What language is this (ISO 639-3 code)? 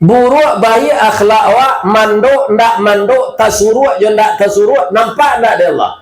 min